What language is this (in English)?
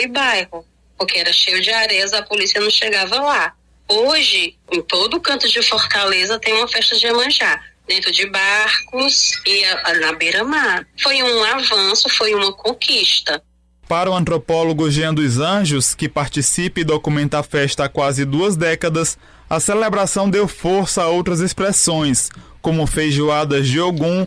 Portuguese